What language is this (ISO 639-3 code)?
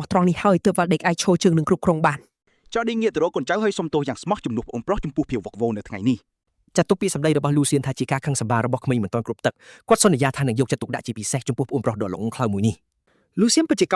khm